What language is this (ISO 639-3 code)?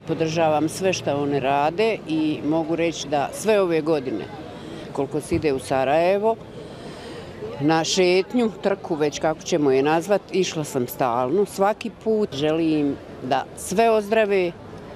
bos